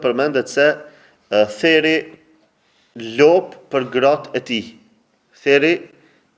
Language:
Albanian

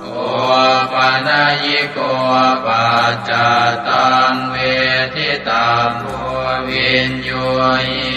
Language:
Pali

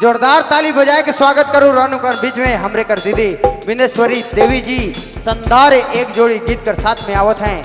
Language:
Sadri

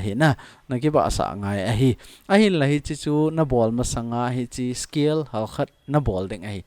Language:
Thado Chin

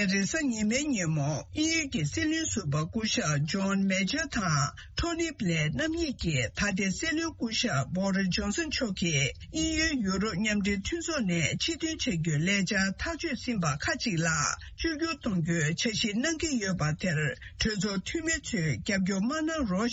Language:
Tibetan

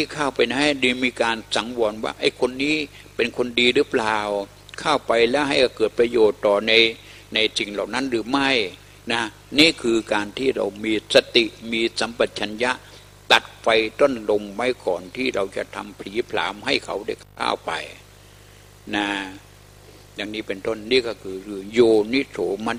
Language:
Thai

